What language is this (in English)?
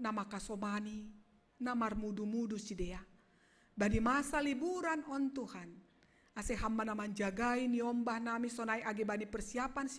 Batak Simalungun